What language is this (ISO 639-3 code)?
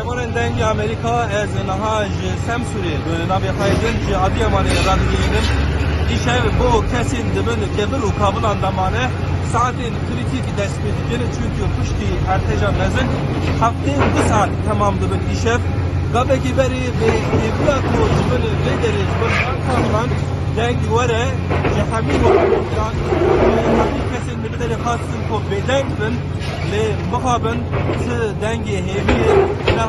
kur